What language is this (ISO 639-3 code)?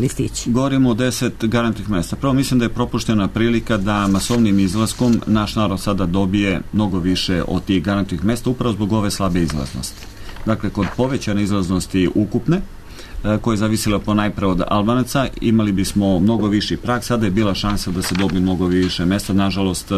srp